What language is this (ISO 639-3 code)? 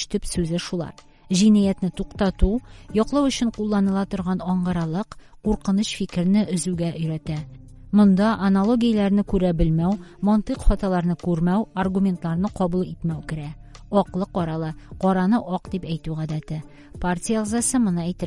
tat